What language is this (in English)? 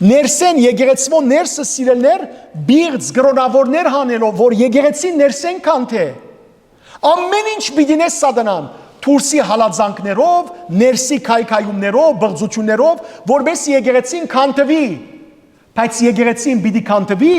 Western Armenian